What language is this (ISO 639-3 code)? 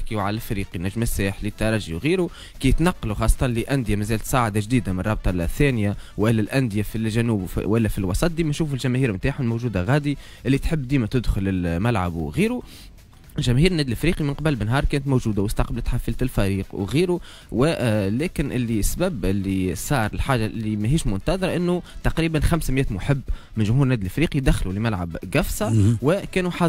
aeb